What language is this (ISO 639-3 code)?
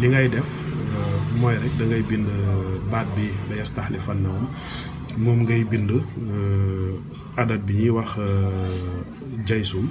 wol